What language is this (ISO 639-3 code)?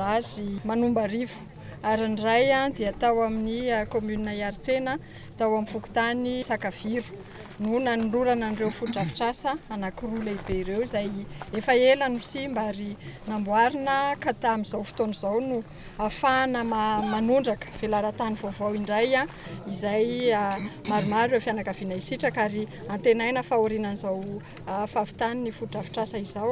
mlg